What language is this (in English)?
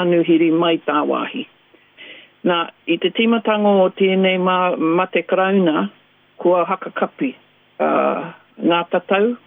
Māori